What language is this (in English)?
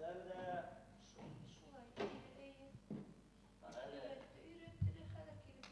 Bashkir